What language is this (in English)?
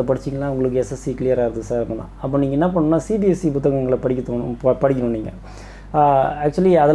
Tamil